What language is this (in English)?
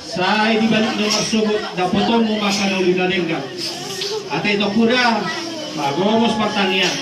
Batak Toba